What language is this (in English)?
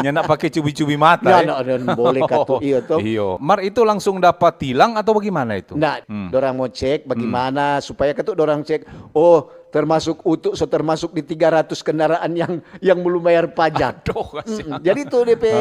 Manado Malay